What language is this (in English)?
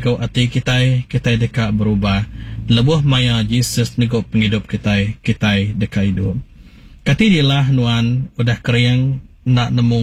Iban